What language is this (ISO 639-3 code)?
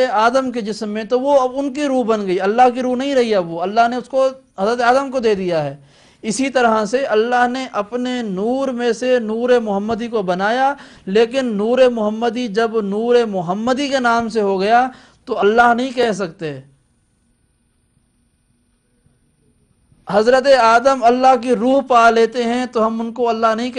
urd